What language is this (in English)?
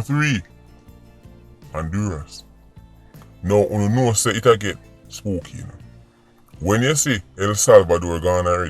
Jamaican Creole English